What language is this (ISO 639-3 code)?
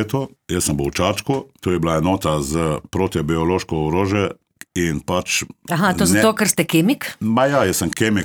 slv